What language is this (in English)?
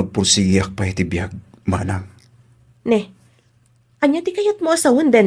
Iloko